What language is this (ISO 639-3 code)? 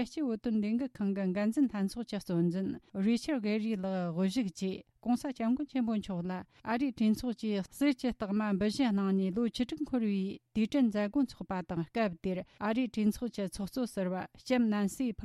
bod